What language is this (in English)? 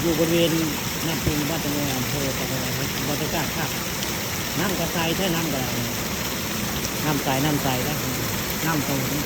Northeastern Thai